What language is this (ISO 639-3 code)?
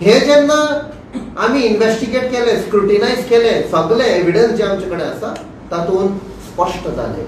kok